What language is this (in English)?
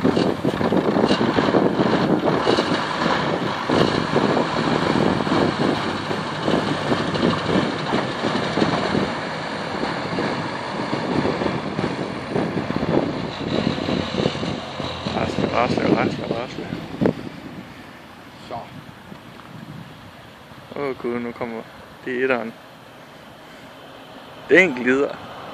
Danish